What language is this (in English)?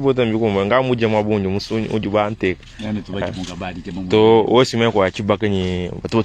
Luba-Lulua